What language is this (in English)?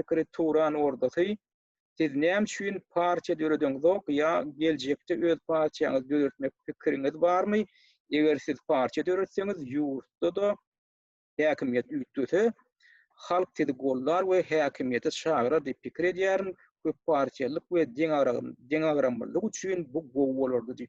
Turkmen